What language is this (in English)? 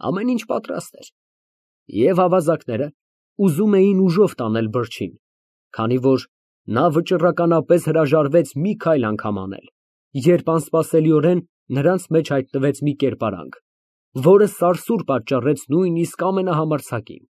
Armenian